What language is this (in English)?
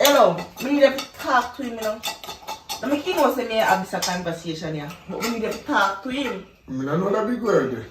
Jamaican Creole English